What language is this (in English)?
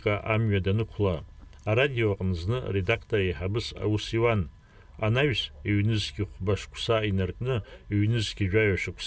Abkhazian